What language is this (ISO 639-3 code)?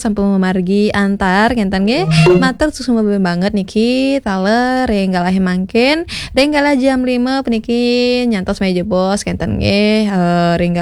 ban